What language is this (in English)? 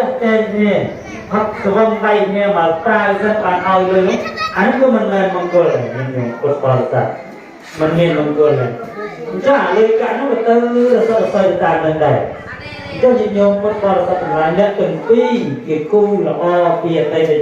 Khmer